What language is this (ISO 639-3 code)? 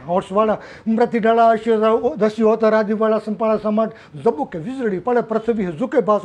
guj